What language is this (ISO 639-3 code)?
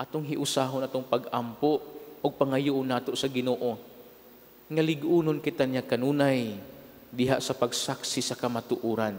ceb